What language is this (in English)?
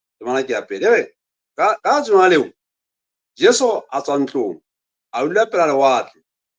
Southern Sotho